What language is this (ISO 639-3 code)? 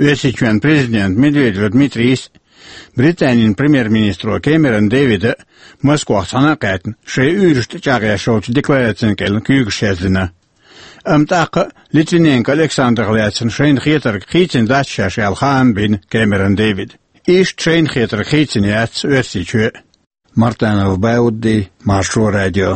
che